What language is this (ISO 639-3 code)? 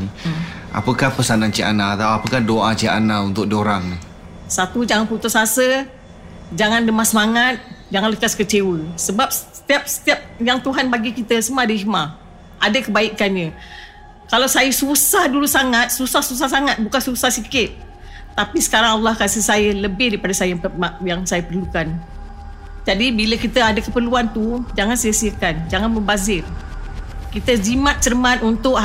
msa